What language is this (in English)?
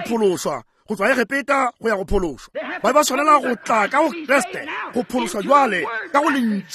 Northern Sotho